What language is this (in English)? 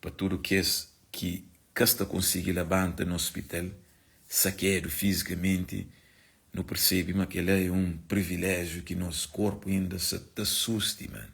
Kabuverdianu